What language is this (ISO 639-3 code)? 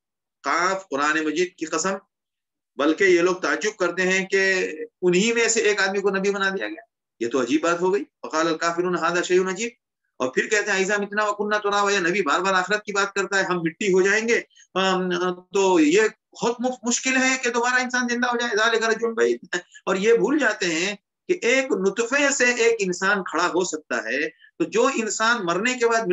urd